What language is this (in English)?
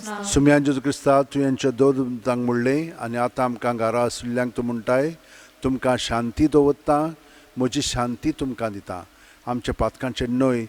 Konkani